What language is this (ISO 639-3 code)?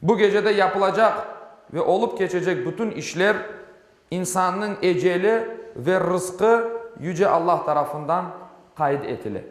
crh